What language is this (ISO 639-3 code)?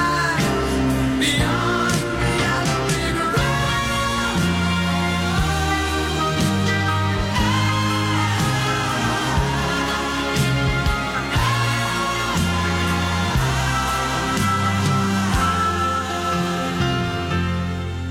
por